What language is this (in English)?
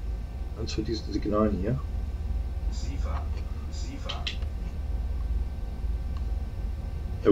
German